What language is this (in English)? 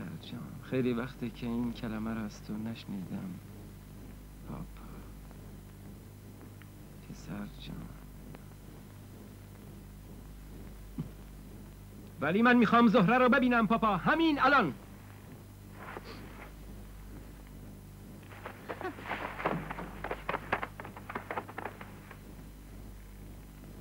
Persian